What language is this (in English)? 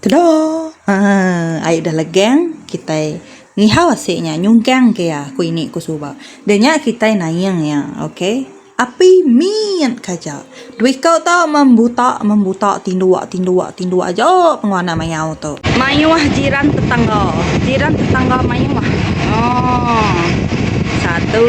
Iban